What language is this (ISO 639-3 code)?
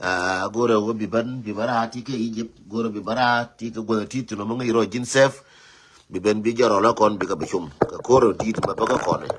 nus